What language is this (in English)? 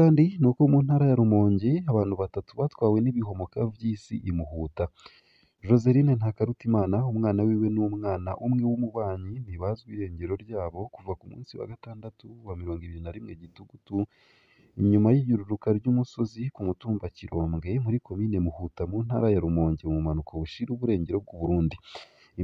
Rundi